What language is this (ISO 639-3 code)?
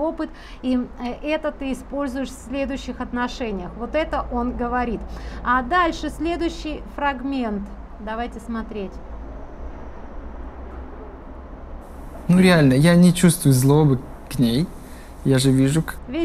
rus